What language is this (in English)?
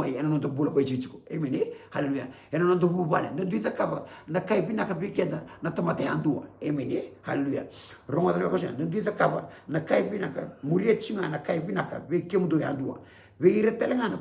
Fijian